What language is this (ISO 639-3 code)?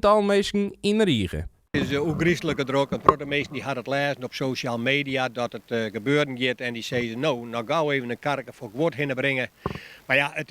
fry